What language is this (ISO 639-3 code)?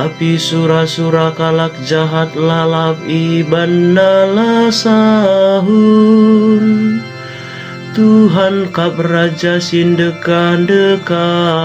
btx